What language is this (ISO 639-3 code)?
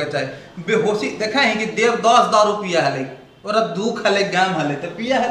mag